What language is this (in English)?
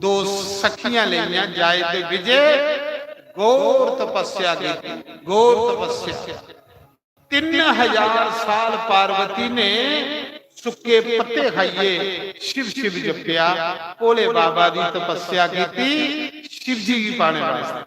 Dogri